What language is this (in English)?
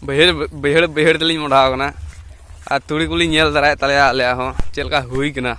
Santali